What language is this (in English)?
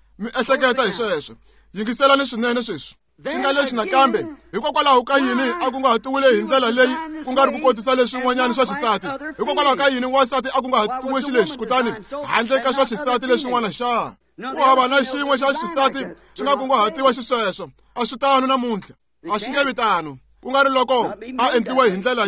Tsonga